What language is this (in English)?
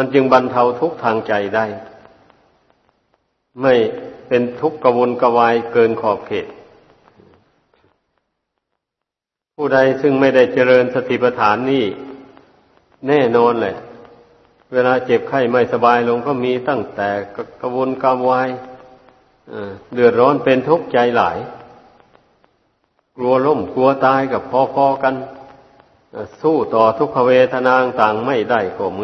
Thai